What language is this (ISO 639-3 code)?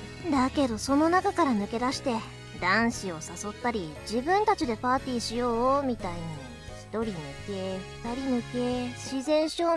jpn